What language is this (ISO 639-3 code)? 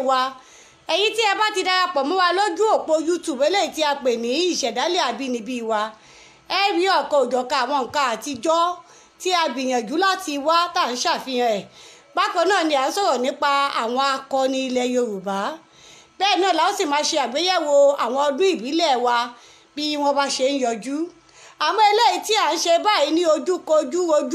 yor